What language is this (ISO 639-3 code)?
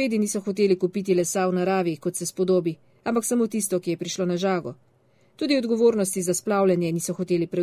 slv